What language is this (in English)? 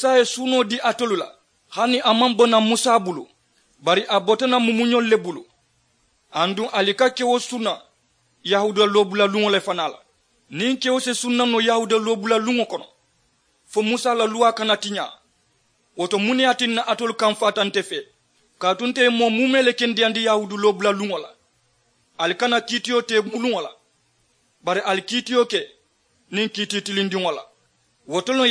Mandingo